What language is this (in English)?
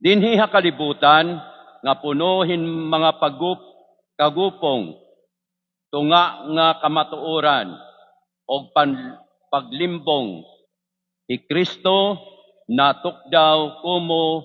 Waray